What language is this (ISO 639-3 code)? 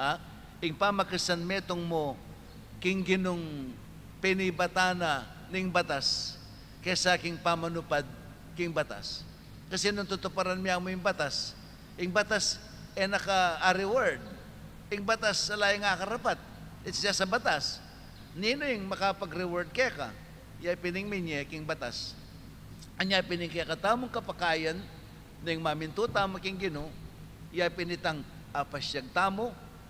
pam